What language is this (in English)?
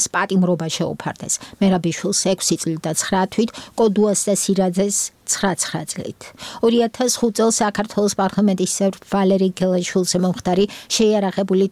Georgian